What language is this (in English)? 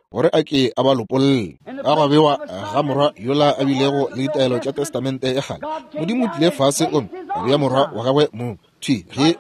Northern Sotho